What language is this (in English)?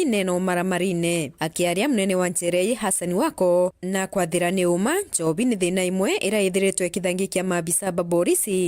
Meru